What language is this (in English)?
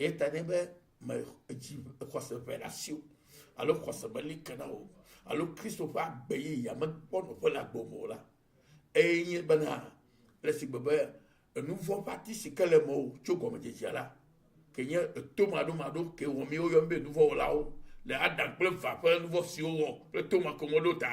Ewe